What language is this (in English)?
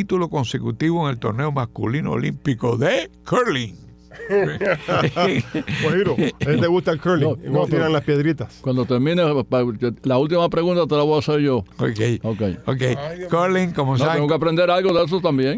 Spanish